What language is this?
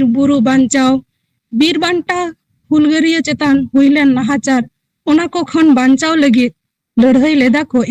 Santali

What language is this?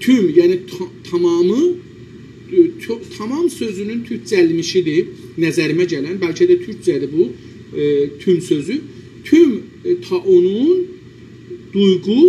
South Azerbaijani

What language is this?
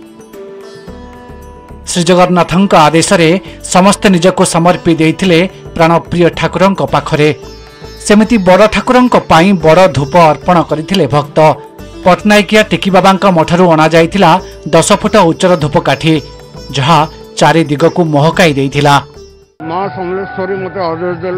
Odia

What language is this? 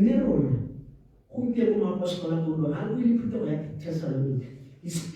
Tswana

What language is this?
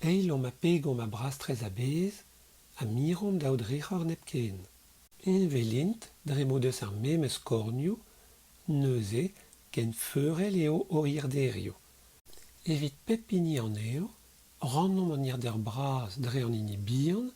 Breton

